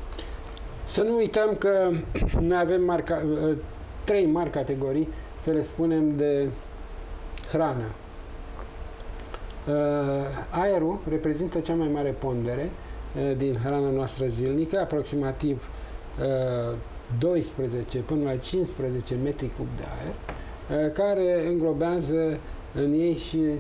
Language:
Romanian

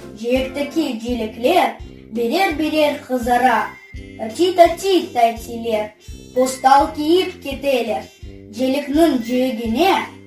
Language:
Crimean Tatar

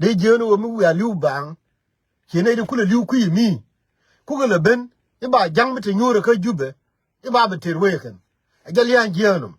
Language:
Nuer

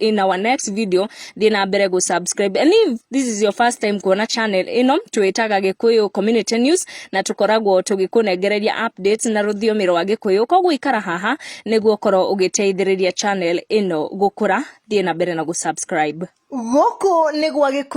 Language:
Kikuyu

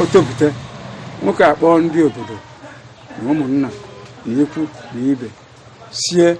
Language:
Igbo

